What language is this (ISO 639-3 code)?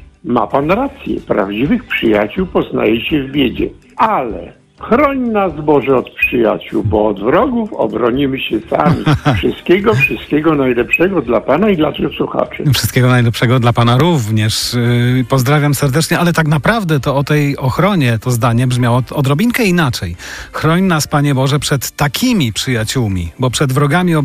pol